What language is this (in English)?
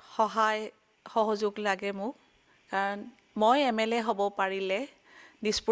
Assamese